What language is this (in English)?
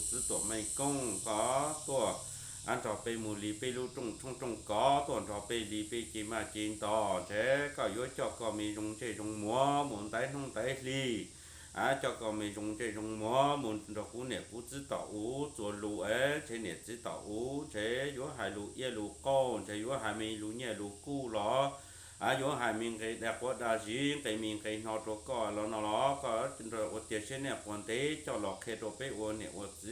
Hmong